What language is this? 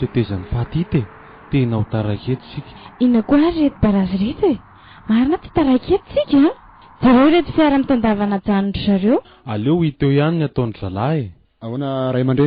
Malagasy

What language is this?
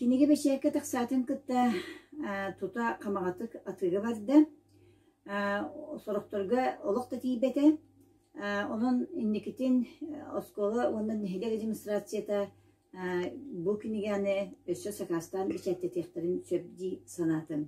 Yakut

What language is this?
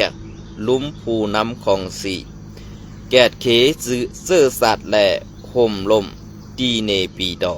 Shan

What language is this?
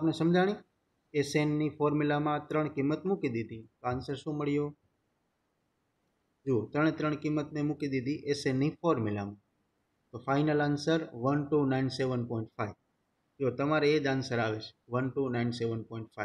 Gujarati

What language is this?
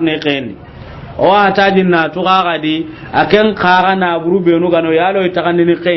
Soninke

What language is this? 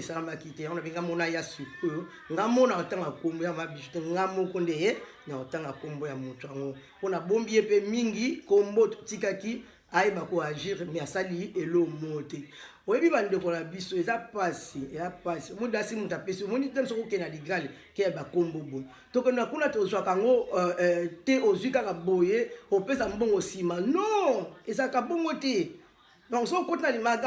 Lingala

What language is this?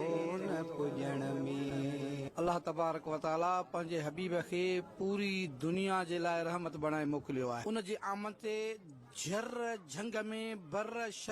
Sindhi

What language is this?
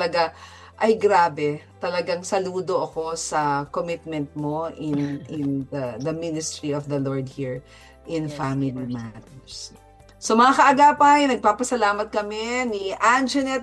Filipino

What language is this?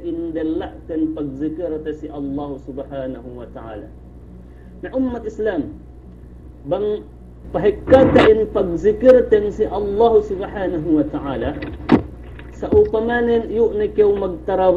Yakan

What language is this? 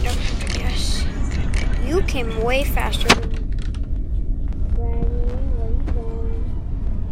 English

